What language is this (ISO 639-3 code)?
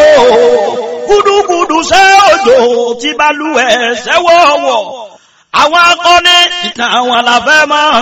yor